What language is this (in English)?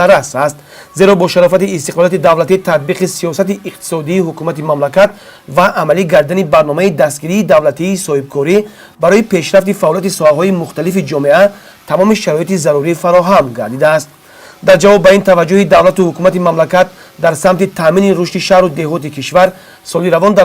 Tajik